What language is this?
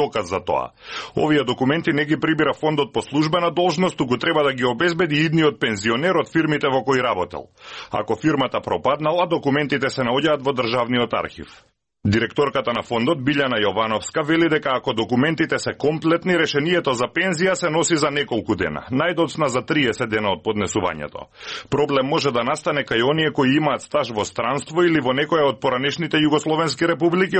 Macedonian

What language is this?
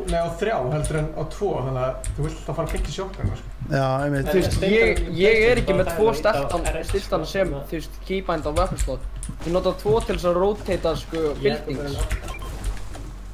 Icelandic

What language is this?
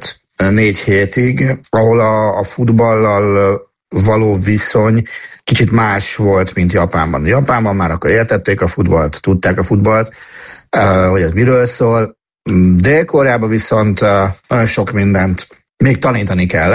Hungarian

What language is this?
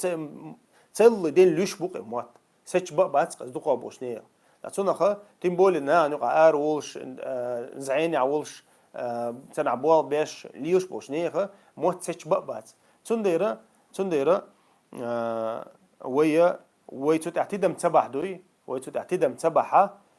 Chechen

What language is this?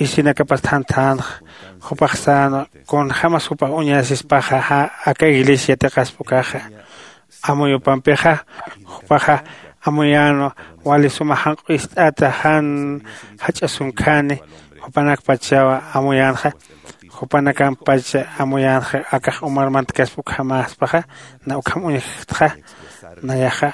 Aymara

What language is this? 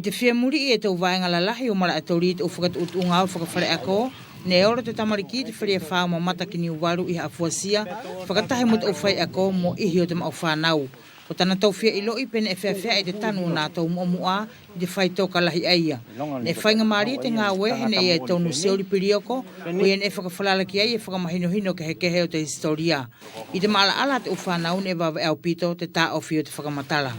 Wallisian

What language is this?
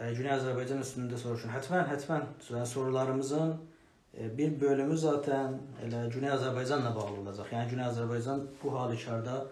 South Azerbaijani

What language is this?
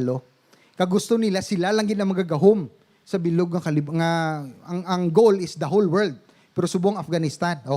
Hiligaynon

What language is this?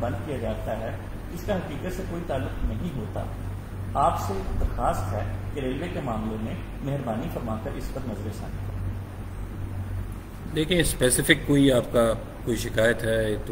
Urdu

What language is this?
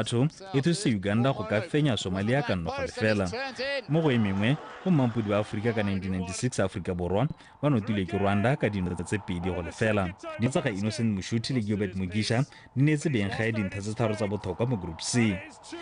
Tswana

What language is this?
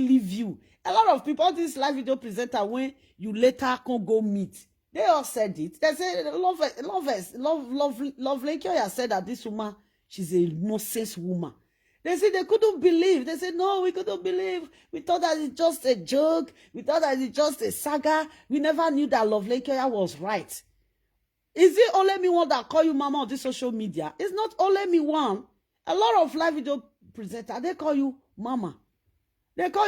Nigerian Pidgin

